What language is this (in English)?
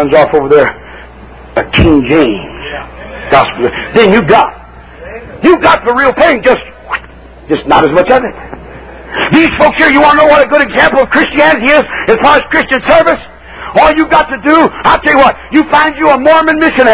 English